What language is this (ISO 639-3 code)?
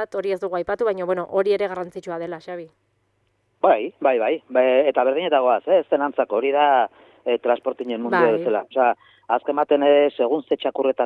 eus